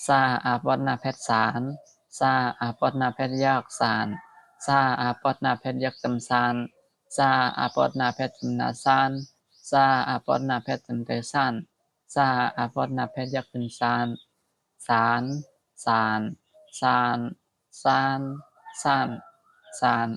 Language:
Shan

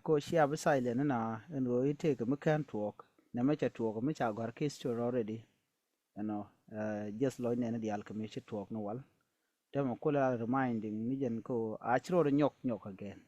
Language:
Nuer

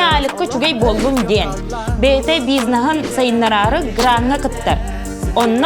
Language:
Yakut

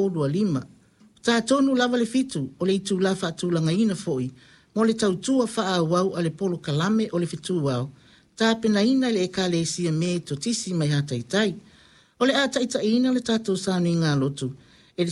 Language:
Samoan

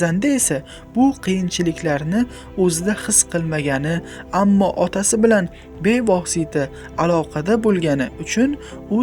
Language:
Uzbek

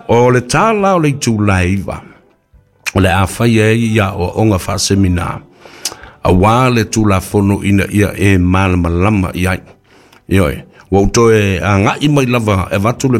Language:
Samoan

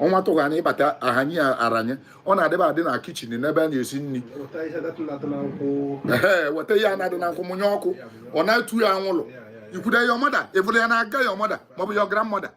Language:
Igbo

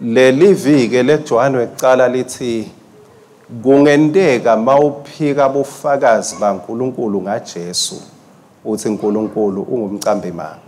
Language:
Swati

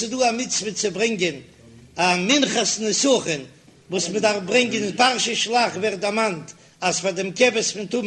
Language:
Yiddish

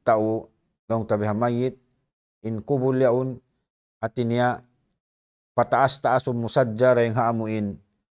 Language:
Tausug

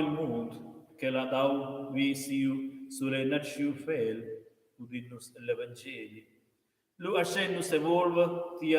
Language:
Romansh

